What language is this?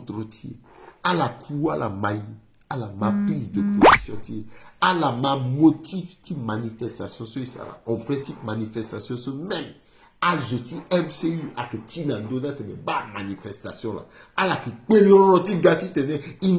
Sango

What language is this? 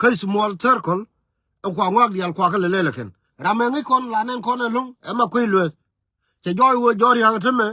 Nuer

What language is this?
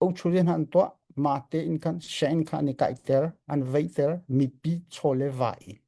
Hakha Chin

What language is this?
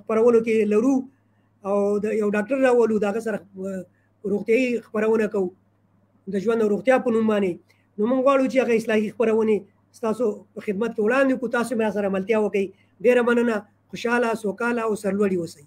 Pashto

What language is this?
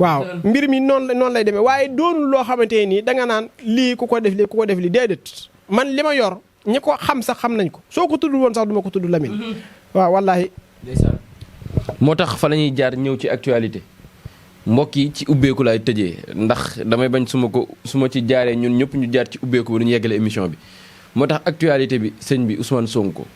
Wolof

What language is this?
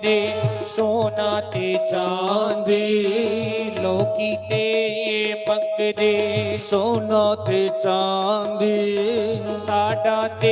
Dogri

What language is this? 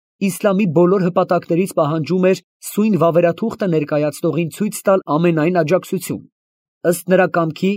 Armenian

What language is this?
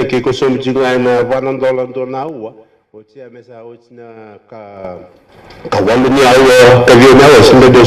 Fijian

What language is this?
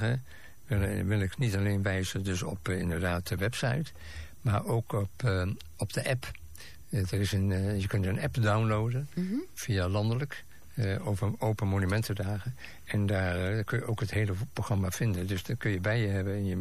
Dutch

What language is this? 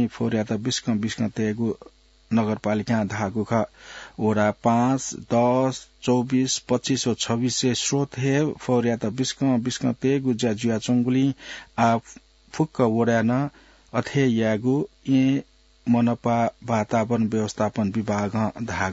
Newari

